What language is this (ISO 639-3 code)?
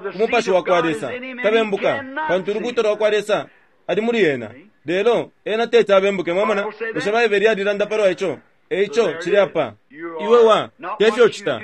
bem